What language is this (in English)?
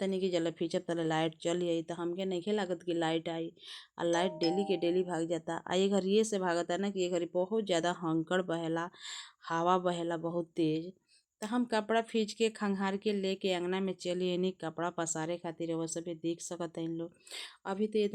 Bhojpuri